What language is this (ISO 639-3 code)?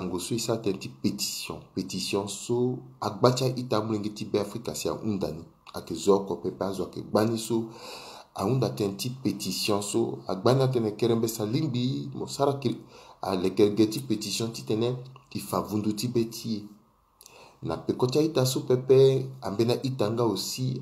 sag